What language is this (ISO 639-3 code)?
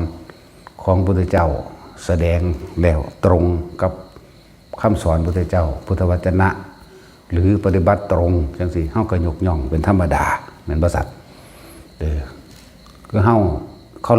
tts